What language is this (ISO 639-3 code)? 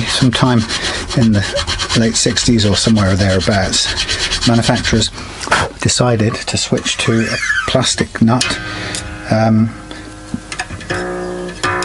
eng